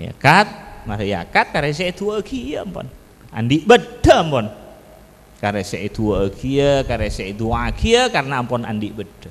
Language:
Madurese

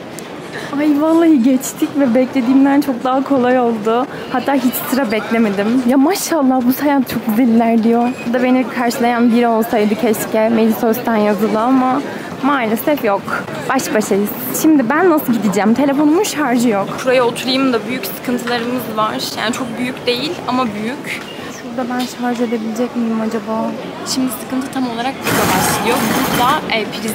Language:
Turkish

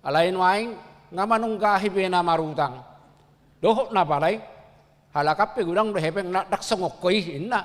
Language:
Batak Toba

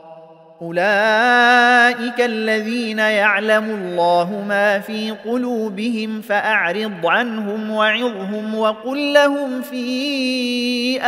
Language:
Arabic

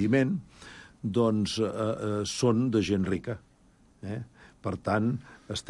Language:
Catalan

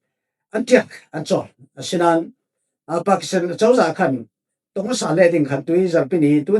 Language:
Falam Chin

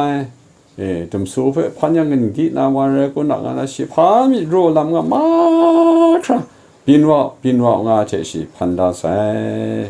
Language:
Kachin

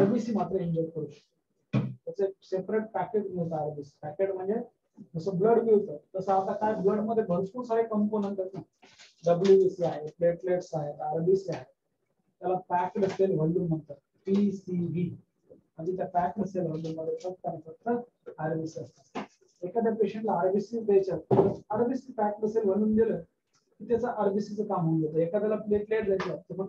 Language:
Marathi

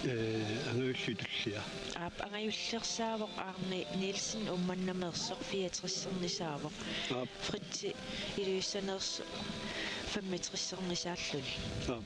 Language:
Kalaallisut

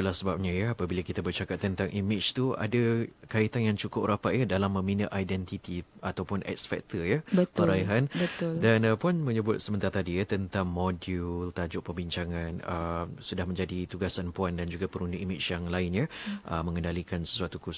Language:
Malay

